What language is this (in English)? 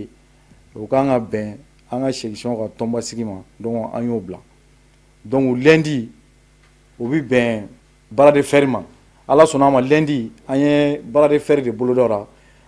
Bambara